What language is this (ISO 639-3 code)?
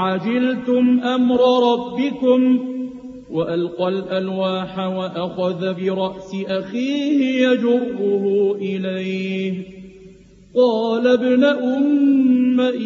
ara